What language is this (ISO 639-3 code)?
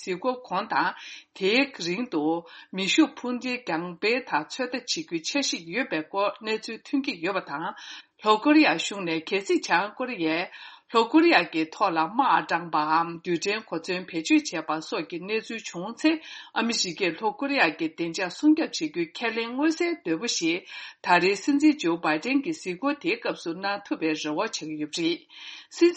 bod